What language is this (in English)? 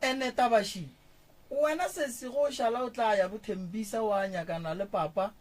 Northern Sotho